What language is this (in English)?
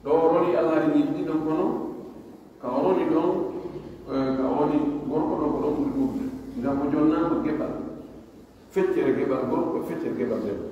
Pular